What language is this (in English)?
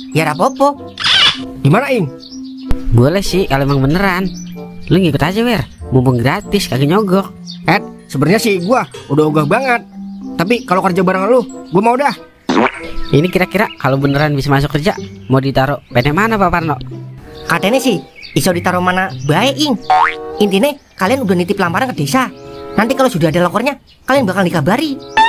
Betawi